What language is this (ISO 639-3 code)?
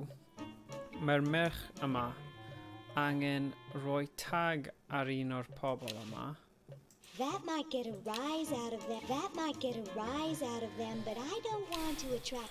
cym